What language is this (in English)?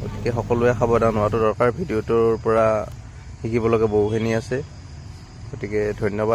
Assamese